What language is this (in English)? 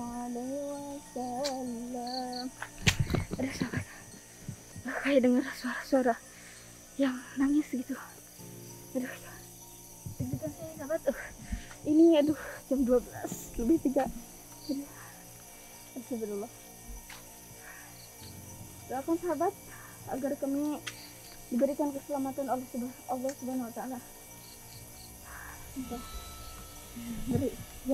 Indonesian